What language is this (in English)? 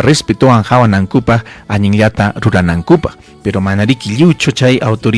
Ayacucho Quechua